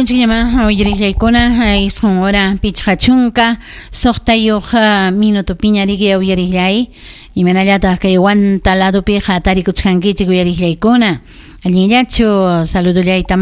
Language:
Ayacucho Quechua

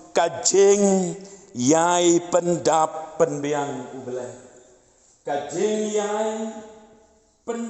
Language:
Khasi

